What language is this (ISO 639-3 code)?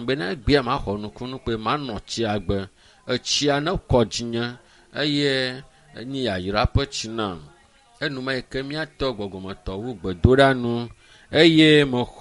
ewe